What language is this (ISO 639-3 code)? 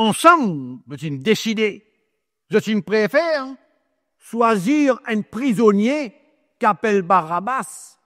mfe